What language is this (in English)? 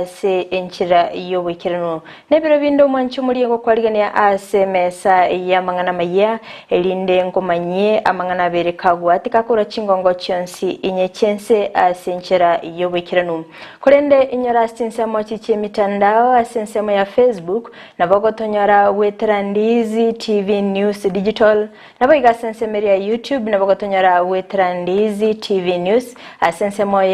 Gusii